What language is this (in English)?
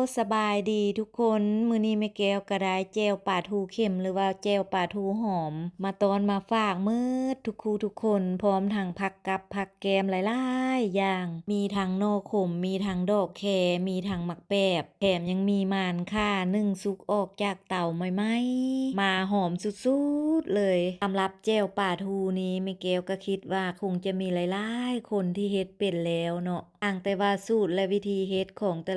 Lao